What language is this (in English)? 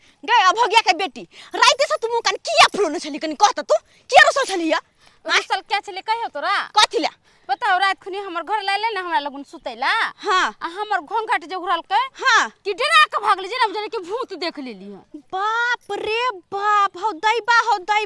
Maithili